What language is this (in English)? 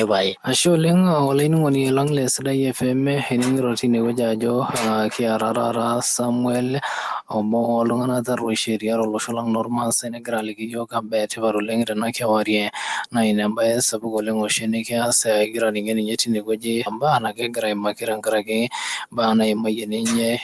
Masai